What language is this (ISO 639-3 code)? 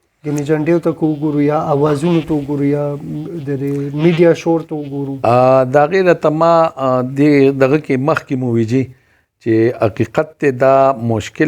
pus